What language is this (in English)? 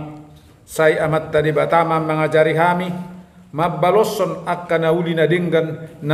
Batak Toba